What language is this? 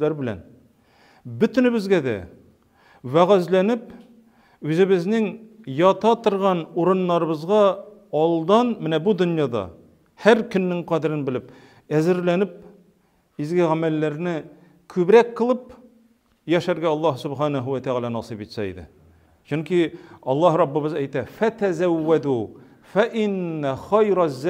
Tatar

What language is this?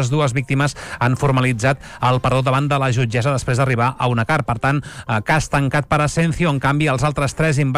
Catalan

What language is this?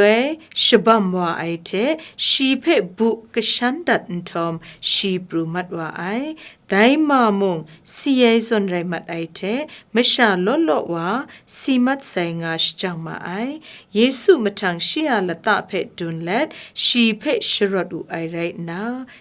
Kachin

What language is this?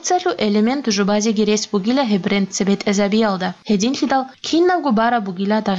Avaric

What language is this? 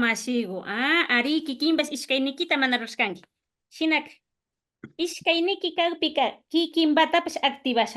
Imbabura Highland Quichua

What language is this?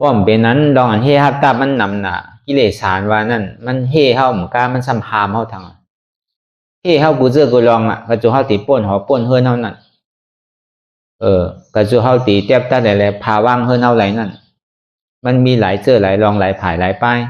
Shan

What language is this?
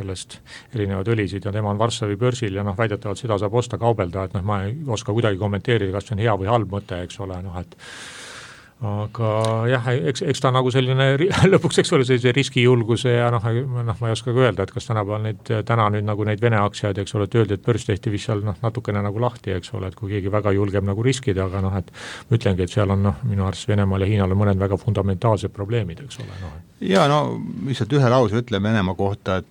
Estonian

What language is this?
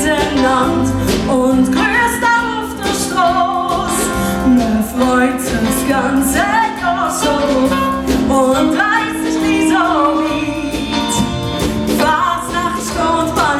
Swiss German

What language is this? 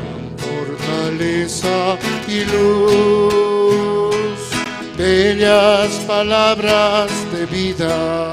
Aymara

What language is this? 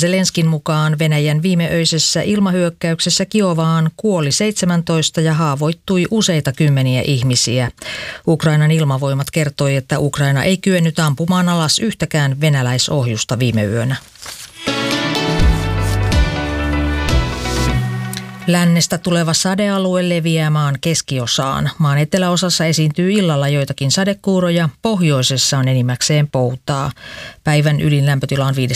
Finnish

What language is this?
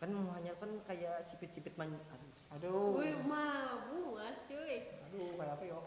Banjar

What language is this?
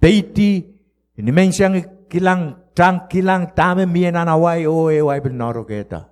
Pohnpeian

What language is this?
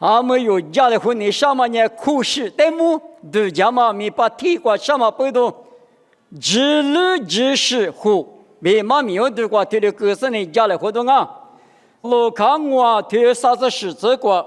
Lisu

